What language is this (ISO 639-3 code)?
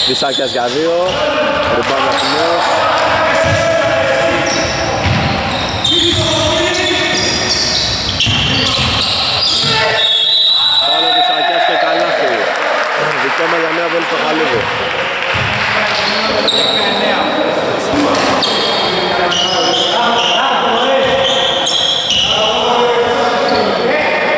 ell